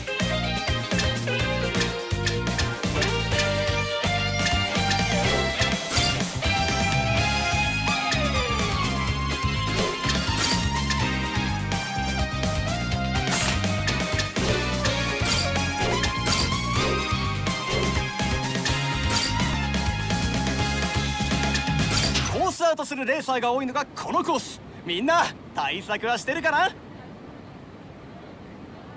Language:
Japanese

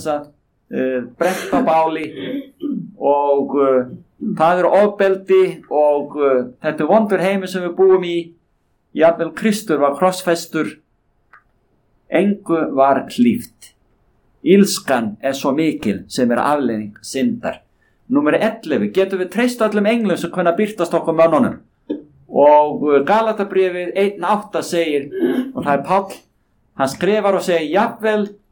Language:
Icelandic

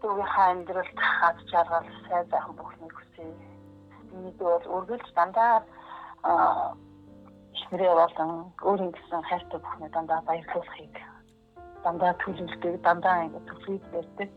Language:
Mongolian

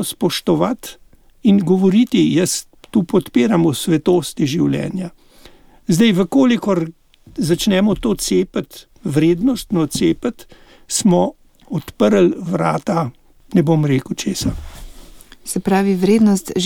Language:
Slovenian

